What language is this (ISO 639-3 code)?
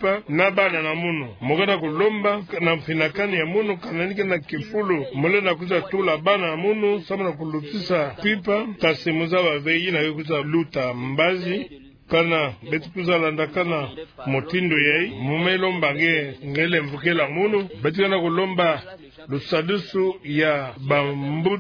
ktu